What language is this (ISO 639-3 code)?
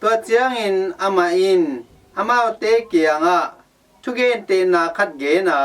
ctd